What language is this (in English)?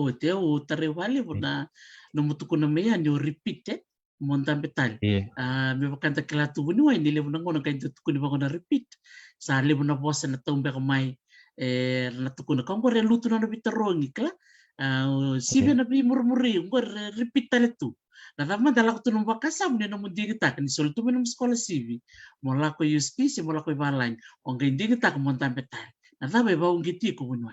Fijian